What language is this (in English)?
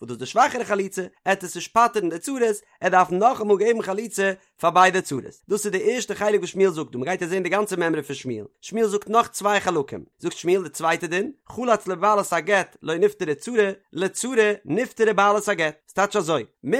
Yiddish